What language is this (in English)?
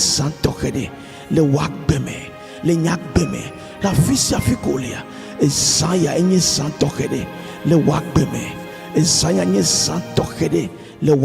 Ewe